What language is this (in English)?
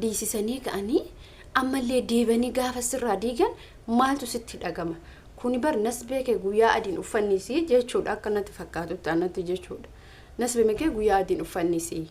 Oromo